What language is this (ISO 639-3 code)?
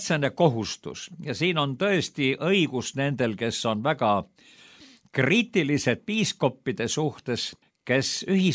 est